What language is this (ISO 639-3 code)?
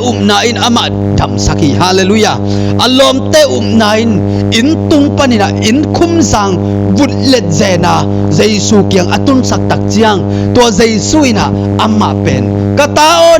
ctd